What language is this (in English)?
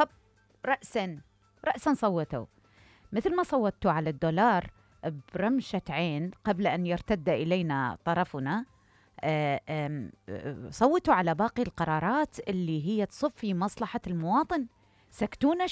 Mesopotamian Arabic